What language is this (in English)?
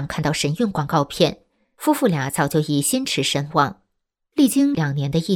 Chinese